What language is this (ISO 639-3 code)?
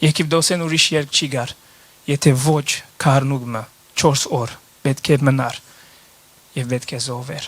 hyw